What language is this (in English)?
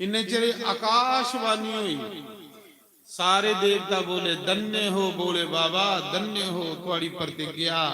Dogri